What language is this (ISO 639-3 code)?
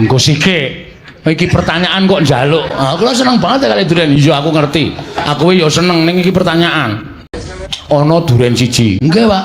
jav